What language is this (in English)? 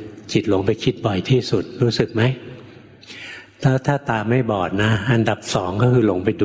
Thai